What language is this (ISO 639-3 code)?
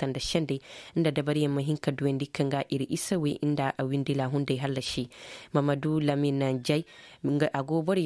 dje